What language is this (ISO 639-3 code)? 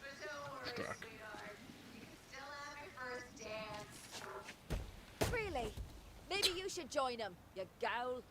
ltz